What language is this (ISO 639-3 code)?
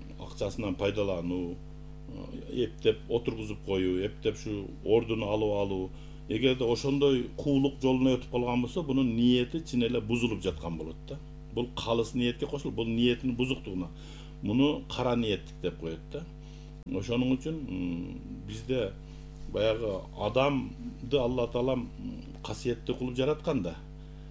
kir